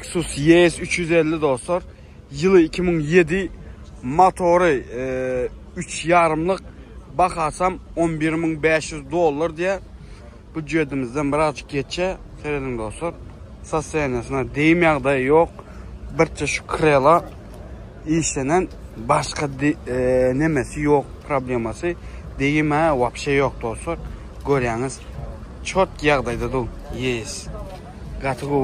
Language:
Turkmen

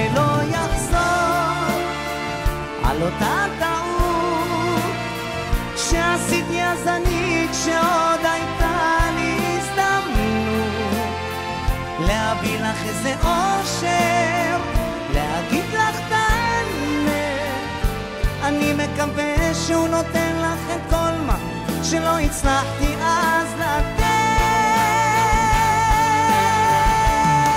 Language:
Hebrew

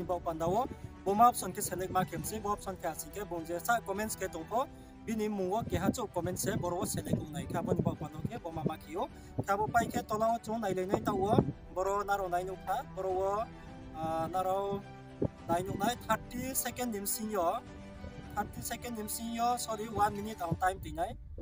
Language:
Riang (India)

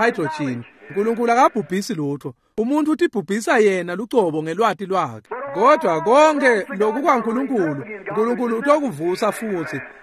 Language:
Swati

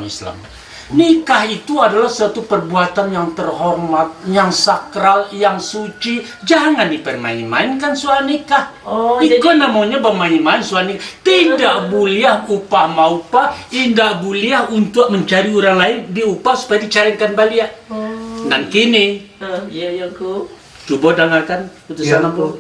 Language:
Minangkabau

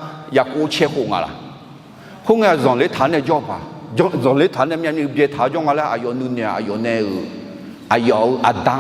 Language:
Akha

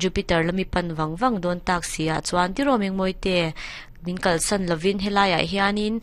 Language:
Mizo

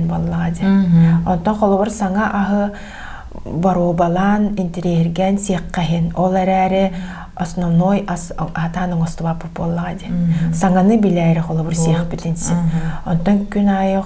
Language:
Yakut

